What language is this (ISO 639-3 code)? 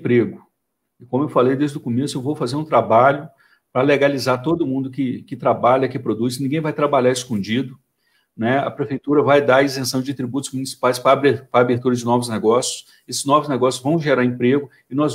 por